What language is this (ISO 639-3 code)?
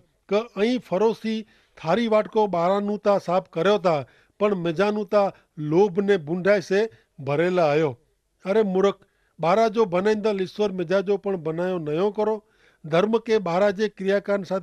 kfr